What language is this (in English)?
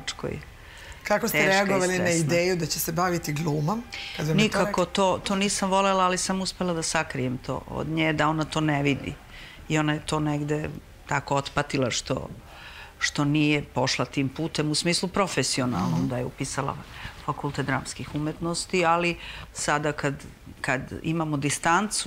Serbian